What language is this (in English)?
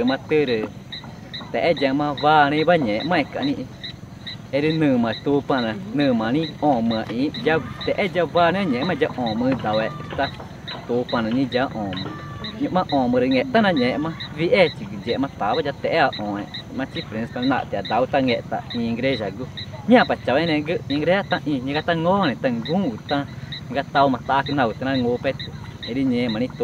Ticuna